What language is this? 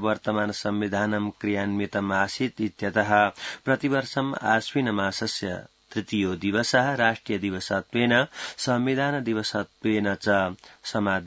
Sanskrit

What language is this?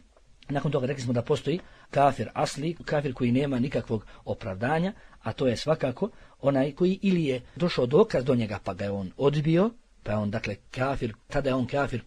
Bosnian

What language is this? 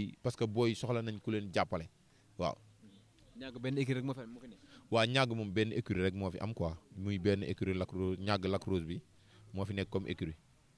Wolof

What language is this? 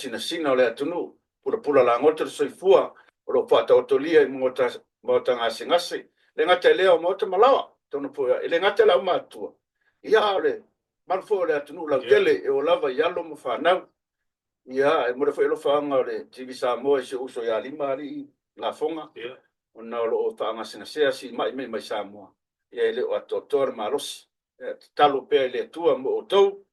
Samoan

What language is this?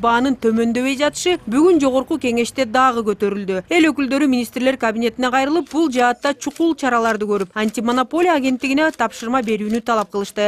Kyrgyz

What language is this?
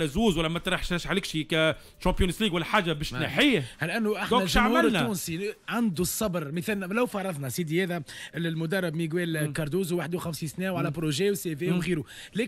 Tunisian Arabic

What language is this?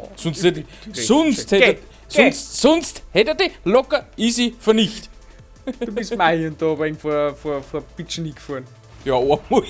Bavarian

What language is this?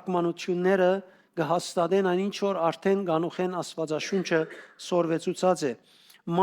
Western Armenian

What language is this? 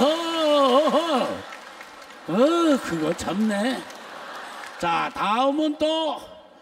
Korean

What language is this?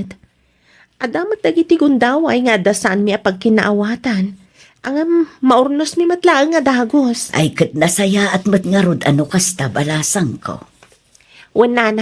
Iloko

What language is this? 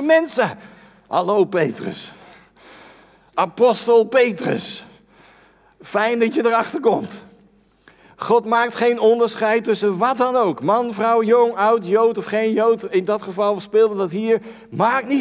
Dutch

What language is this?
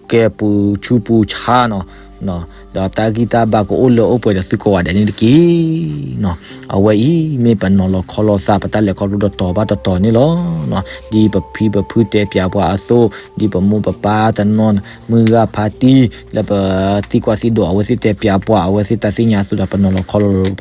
S'gaw Karen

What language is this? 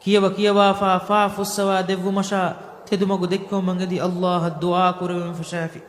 Divehi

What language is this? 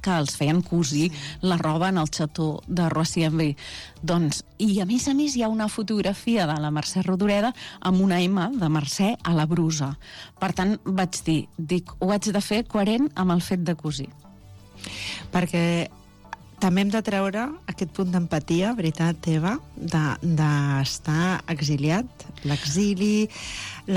Catalan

